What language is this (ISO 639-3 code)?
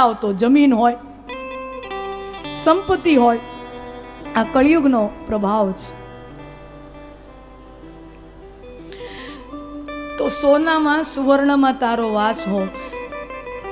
guj